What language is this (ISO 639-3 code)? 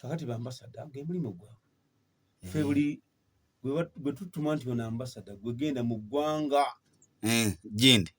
lug